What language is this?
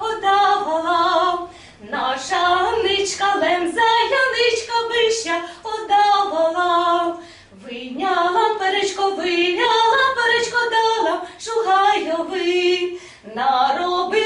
Rusyn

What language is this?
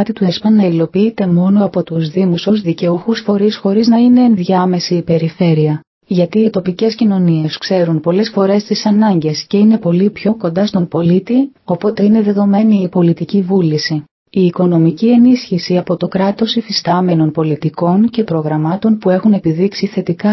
Greek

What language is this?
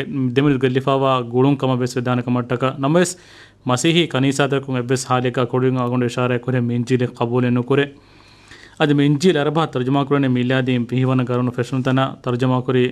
Divehi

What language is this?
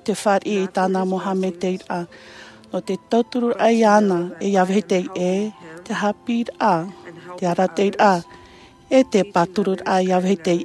Tahitian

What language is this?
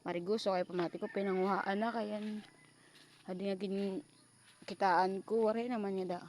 Waray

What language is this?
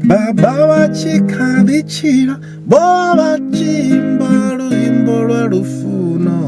Venda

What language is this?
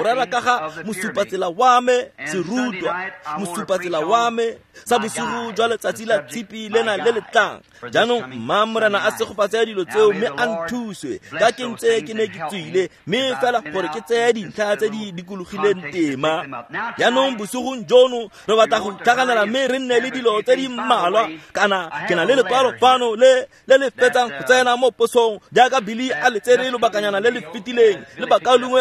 Tswana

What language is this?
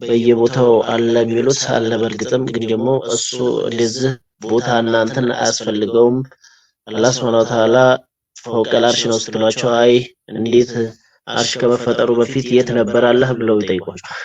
Amharic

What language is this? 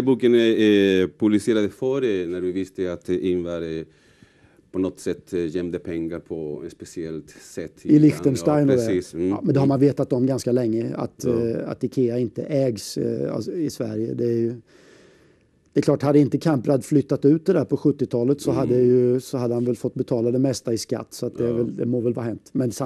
Swedish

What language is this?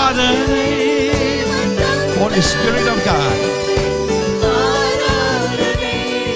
Tamil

